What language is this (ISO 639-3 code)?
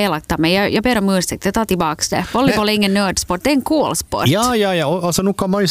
swe